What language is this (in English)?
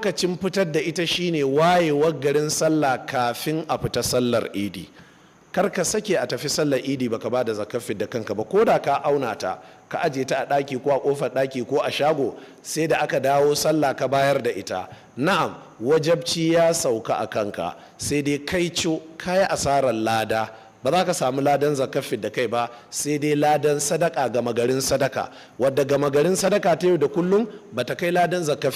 Hausa